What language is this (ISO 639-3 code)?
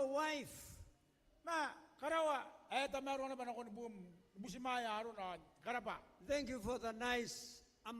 gil